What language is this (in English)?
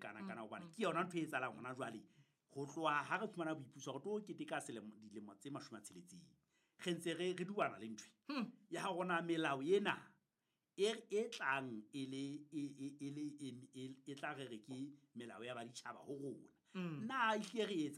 Southern Sotho